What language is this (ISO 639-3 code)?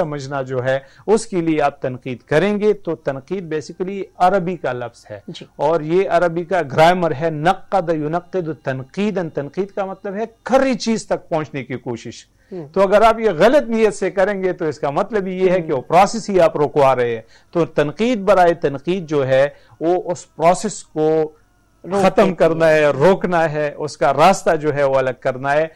urd